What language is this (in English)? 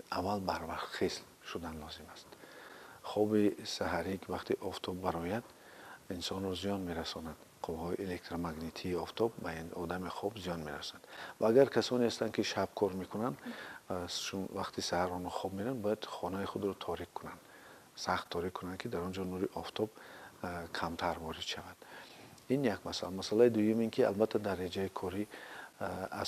Tajik